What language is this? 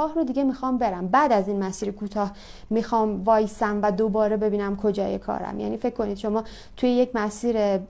Persian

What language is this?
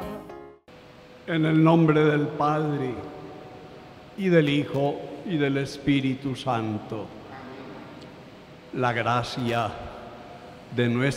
Spanish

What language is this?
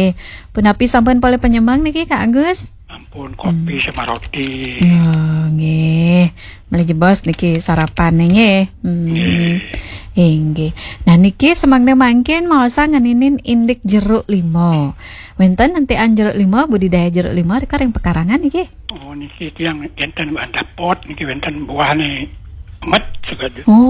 Balinese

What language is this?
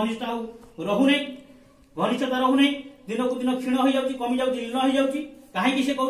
Odia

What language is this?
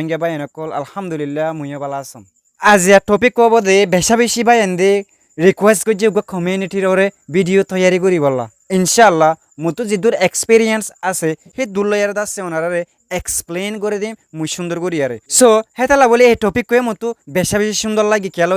Rohingya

